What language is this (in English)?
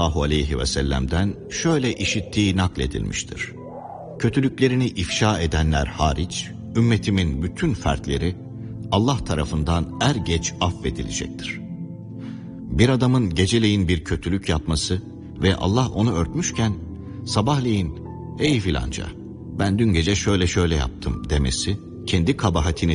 Turkish